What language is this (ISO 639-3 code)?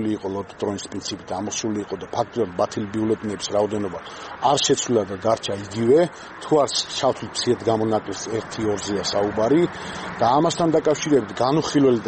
kat